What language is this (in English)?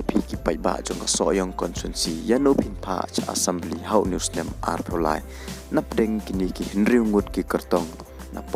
Khasi